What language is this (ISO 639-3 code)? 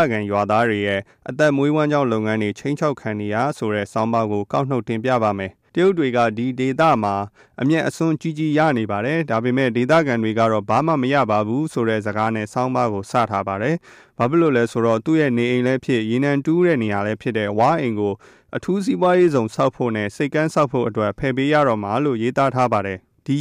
mya